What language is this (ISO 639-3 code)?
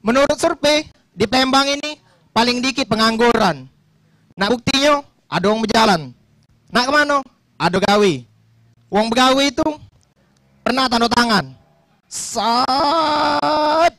mui